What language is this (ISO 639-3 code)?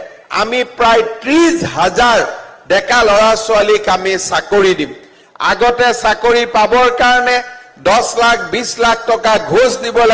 asm